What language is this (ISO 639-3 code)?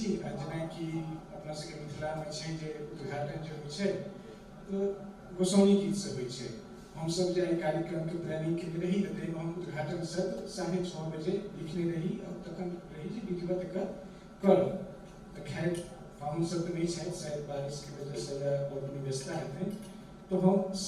mai